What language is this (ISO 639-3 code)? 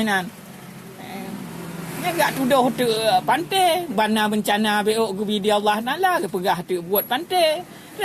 ace